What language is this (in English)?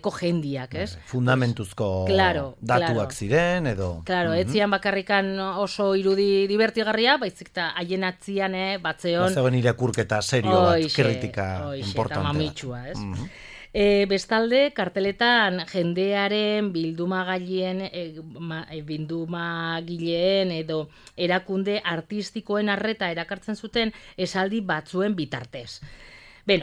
Basque